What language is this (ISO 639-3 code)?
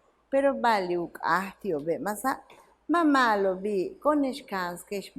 yua